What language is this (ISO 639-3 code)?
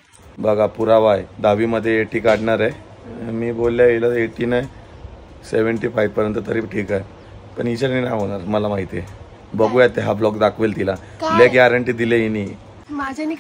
mar